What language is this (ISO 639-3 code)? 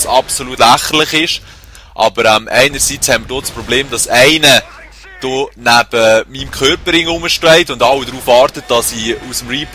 gsw